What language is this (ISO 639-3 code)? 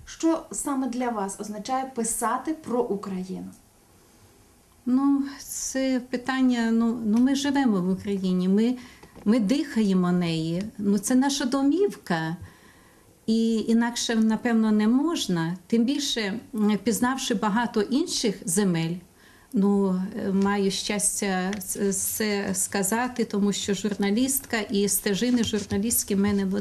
ukr